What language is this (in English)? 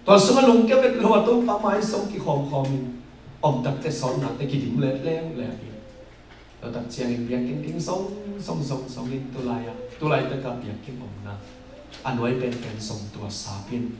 Tedim Chin